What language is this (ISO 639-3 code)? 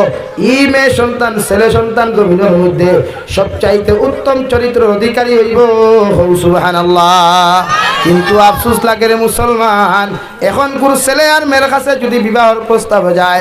syl